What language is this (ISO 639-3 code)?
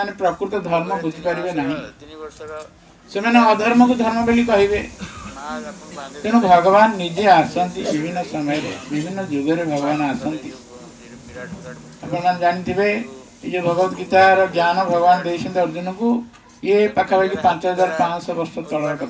ori